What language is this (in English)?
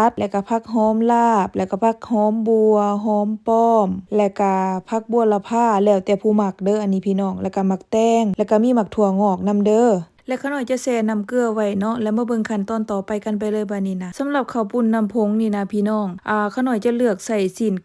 Lao